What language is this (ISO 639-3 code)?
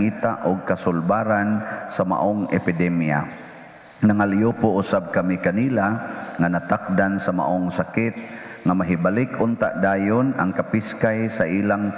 ceb